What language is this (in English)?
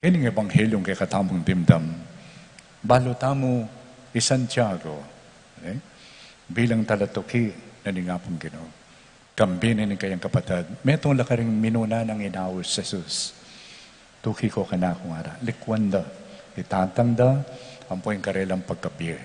Pampanga